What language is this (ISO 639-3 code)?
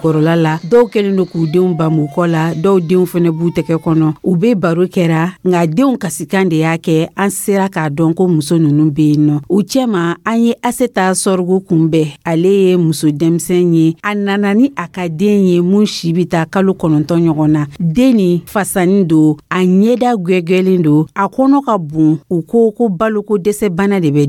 dyu